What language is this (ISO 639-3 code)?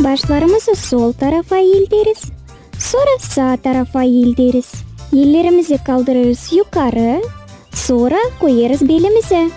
gag